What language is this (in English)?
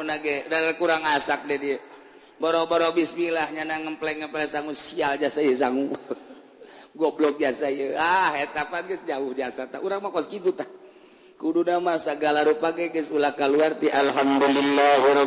Sundanese